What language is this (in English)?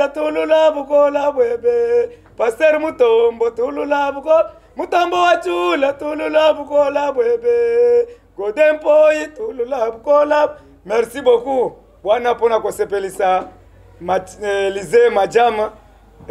Lingala